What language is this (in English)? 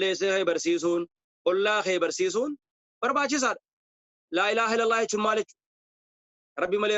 Oromo